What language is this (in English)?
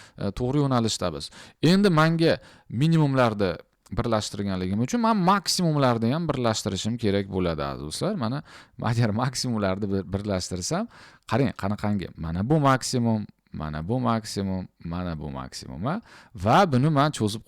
Uzbek